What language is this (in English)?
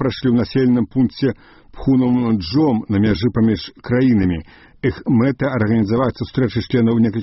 Belarusian